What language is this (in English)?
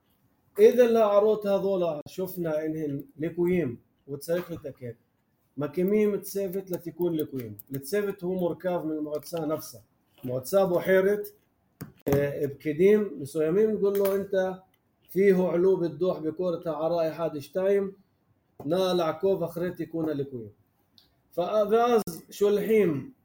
North Levantine Arabic